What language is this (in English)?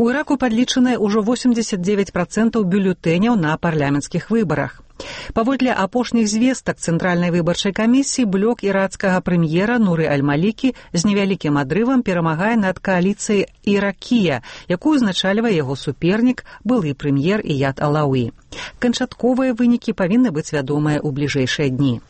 Belarusian